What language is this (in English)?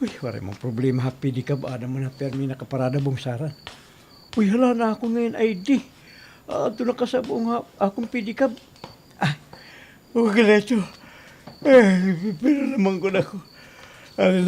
Waray